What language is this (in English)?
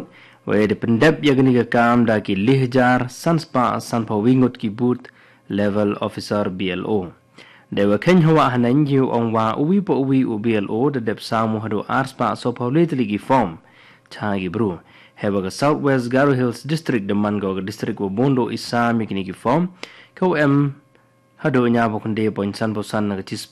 Khasi